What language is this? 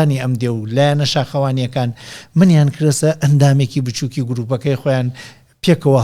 Central Kurdish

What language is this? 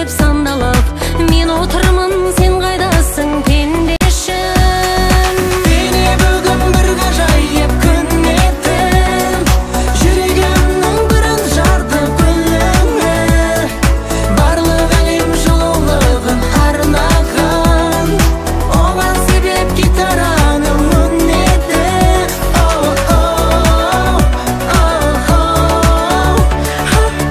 Kazakh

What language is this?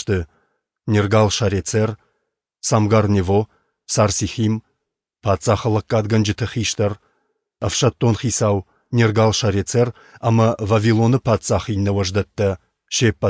Ossetic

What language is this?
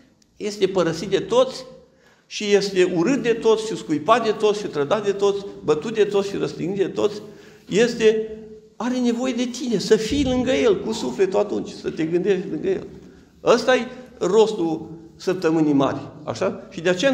Romanian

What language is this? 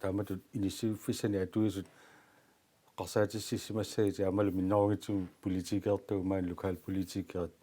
Kalaallisut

